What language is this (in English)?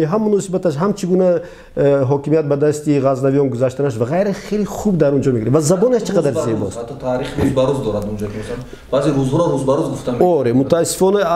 Tajik